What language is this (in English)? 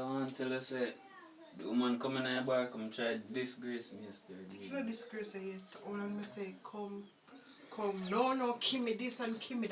Jamaican Creole English